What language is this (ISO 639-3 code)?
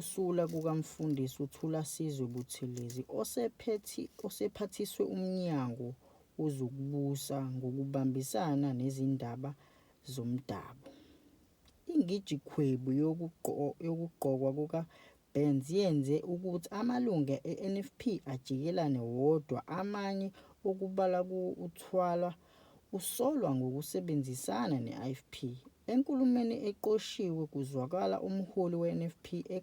zul